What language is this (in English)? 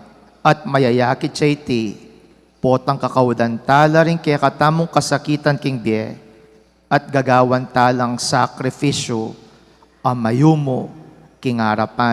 Pampanga